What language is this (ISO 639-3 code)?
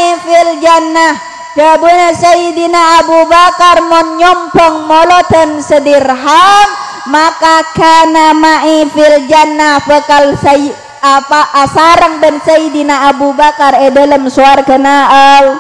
mad